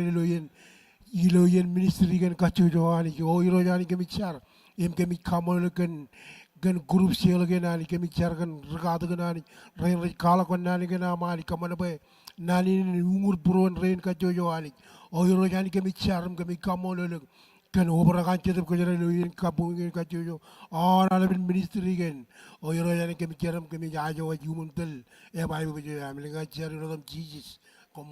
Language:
Marshallese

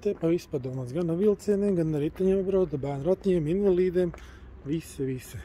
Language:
Latvian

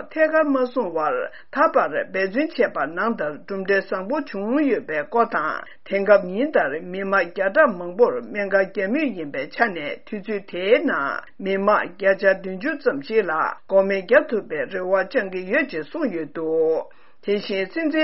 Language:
Tibetan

